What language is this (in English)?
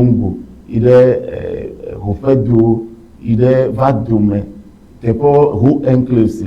Ewe